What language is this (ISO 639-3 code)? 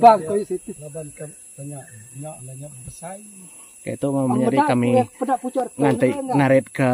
iba